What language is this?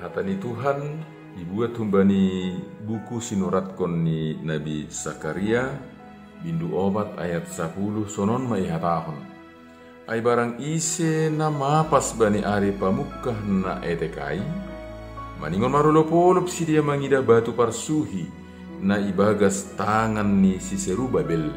Batak Simalungun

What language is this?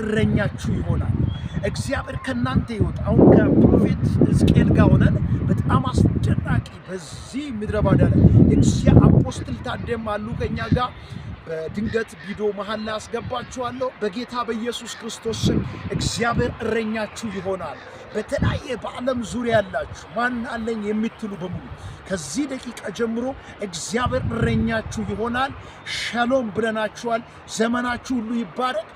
Amharic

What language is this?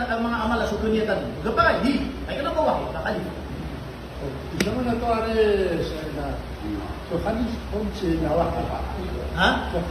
Maranao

